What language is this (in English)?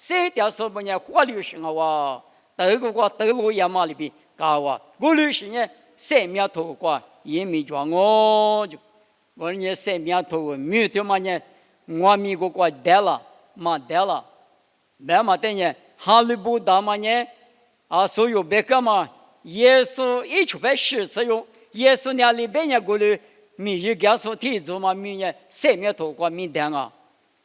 Lisu